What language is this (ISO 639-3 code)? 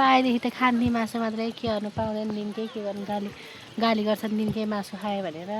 nep